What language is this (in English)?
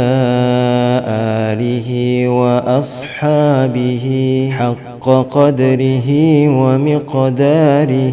Arabic